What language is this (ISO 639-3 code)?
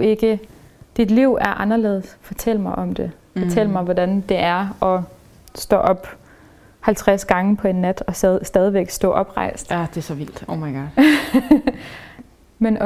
dan